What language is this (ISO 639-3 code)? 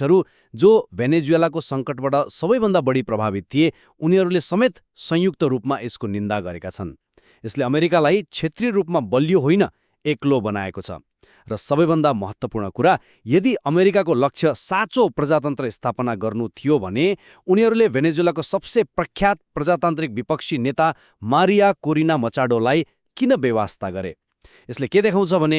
nep